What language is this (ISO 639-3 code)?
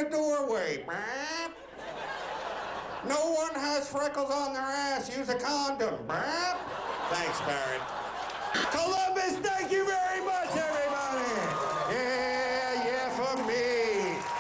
eng